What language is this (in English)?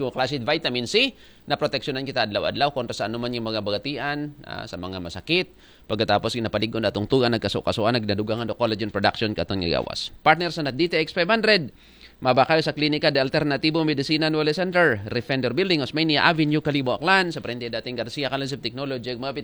Aklanon